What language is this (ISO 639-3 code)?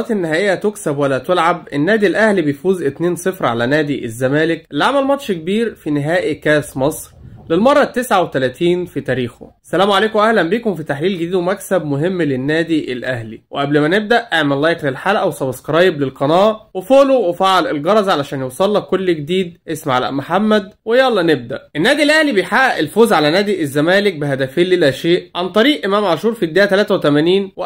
arz